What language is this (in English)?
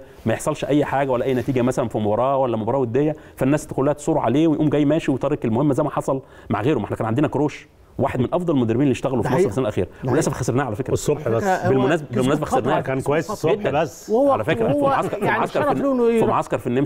Egyptian Arabic